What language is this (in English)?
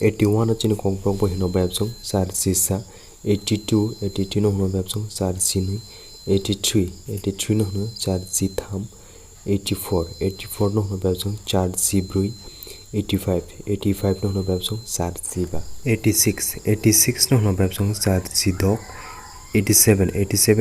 Kok Borok